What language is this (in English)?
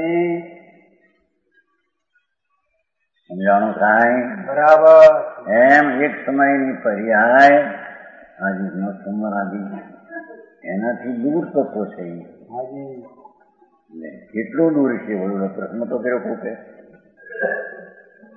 Gujarati